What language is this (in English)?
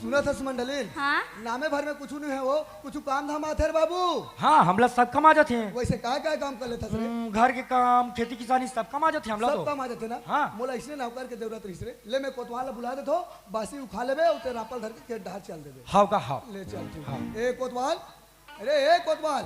Chhattisgarhi